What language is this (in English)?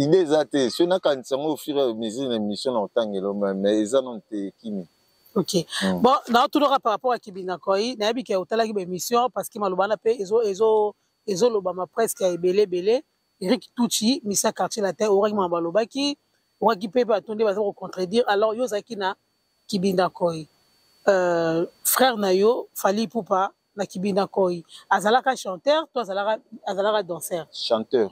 Lingala